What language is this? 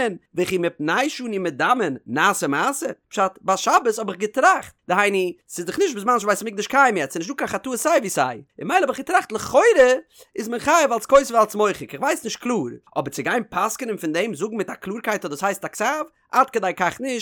Yiddish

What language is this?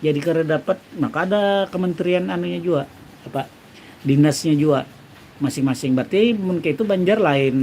Banjar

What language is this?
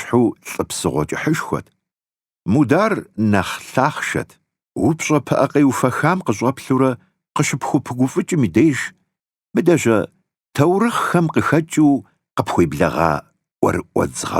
Kabardian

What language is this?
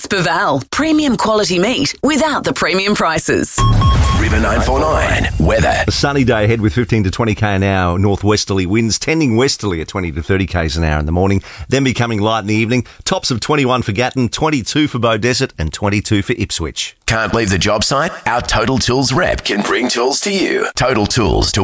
English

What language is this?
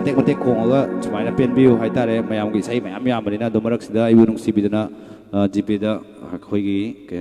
Manipuri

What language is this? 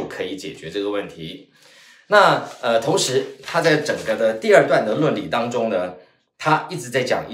Chinese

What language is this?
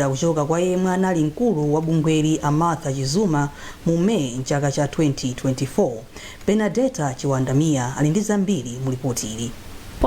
Nyanja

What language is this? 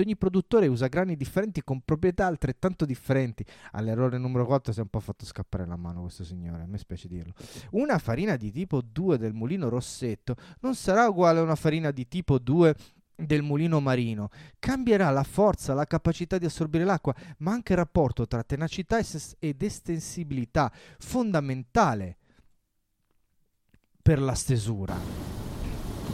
Italian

